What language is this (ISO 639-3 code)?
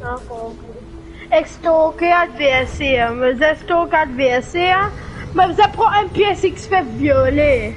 mfe